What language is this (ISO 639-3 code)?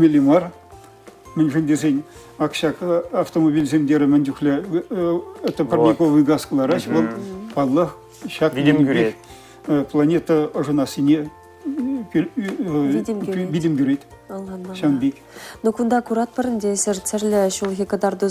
chv